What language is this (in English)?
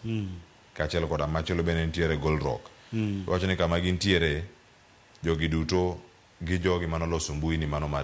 Luo (Kenya and Tanzania)